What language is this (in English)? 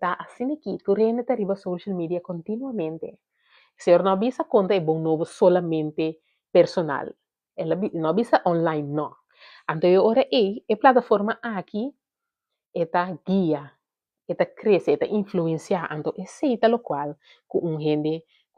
Papiamento